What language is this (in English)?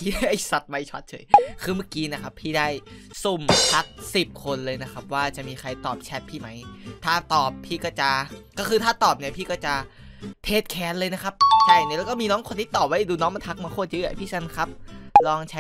Thai